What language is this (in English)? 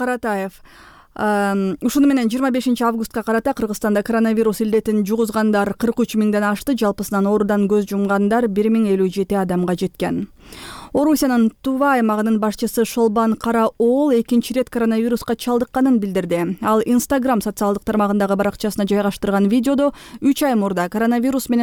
Kyrgyz